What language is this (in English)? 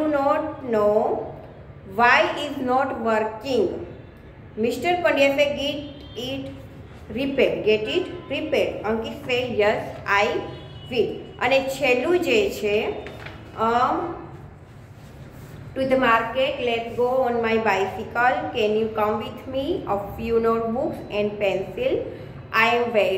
Gujarati